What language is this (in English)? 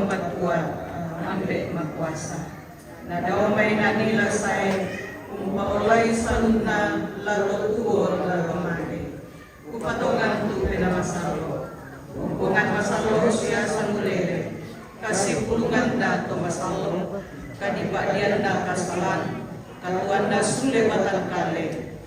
Toraja-Sa'dan